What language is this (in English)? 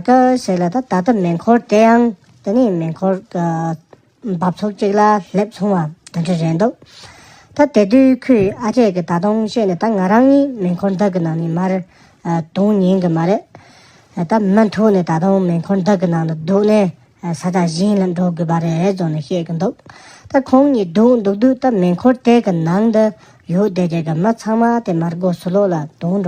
Tibetan